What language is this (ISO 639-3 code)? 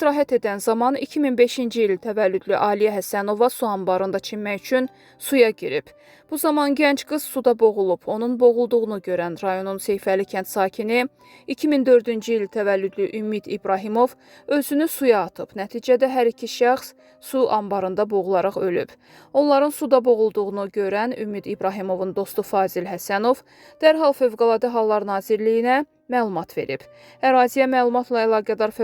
aze